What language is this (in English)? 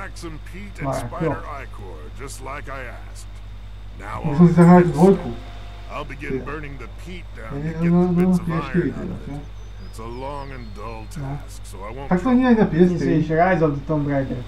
Slovak